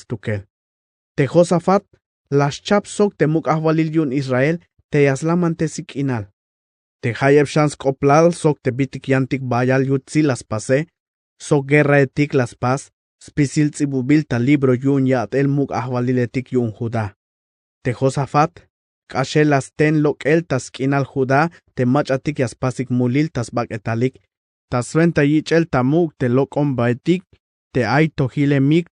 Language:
Tzeltal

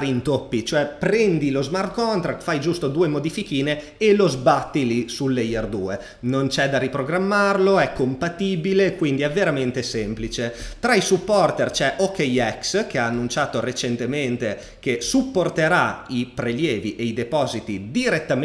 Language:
Italian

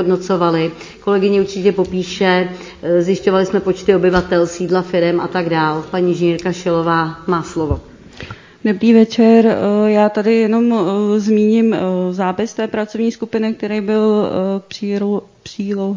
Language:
Czech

